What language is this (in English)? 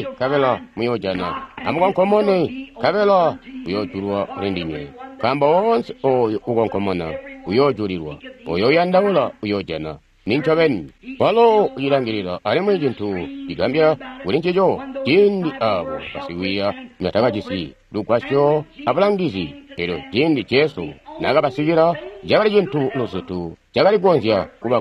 Tonga (Zambia)